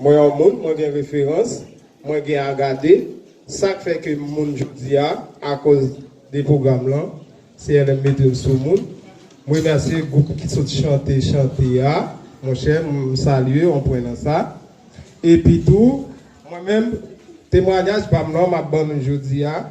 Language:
Haitian Creole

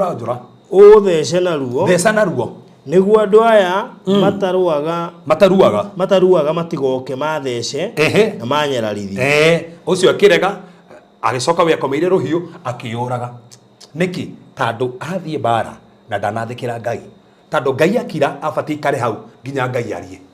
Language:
Kikuyu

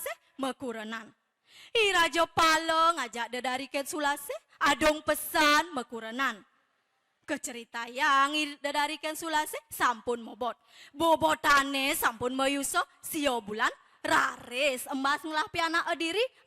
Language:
Balinese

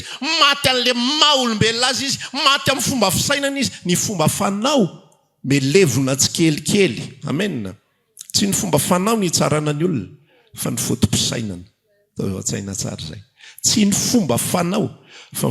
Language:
Malagasy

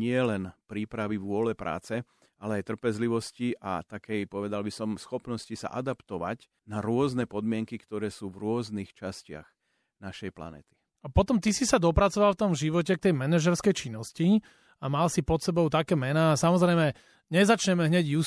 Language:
Slovak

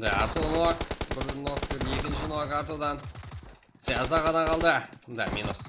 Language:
Kara-Kalpak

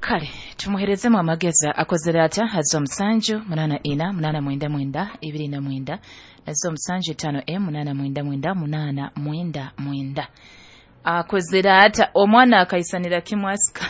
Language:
Nyoro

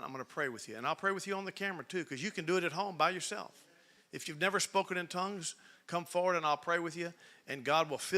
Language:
English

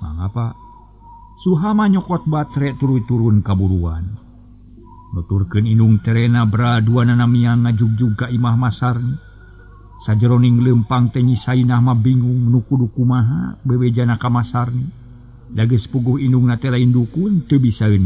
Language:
Sundanese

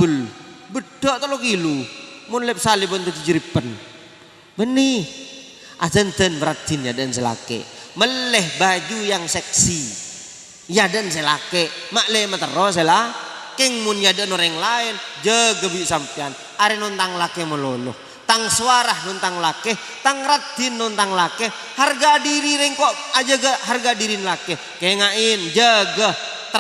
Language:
Madurese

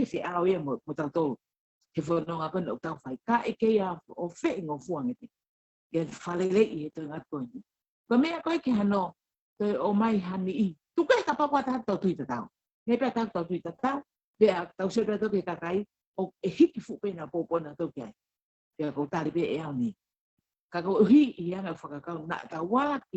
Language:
Tongan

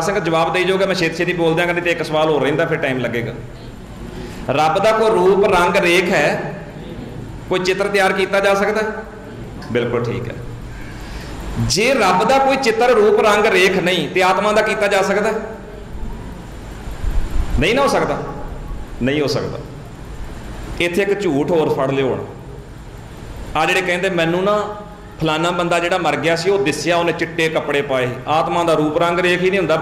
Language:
Punjabi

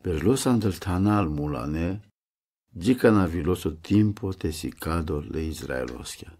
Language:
Romany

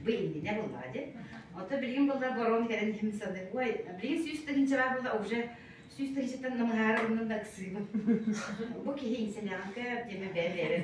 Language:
Yakut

